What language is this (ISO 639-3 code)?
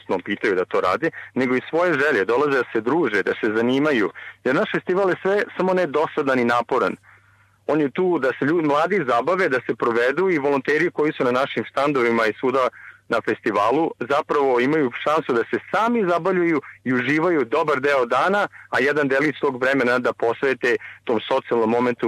srp